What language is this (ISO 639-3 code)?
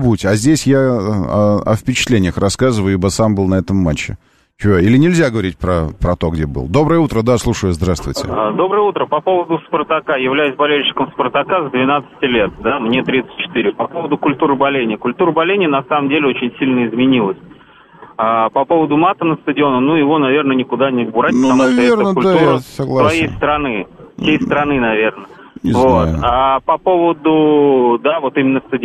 rus